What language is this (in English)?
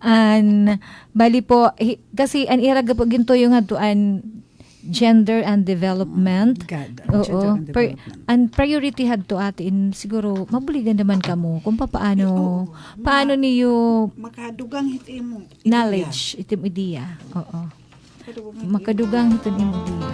Waray